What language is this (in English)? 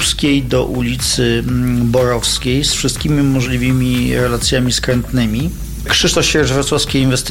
Polish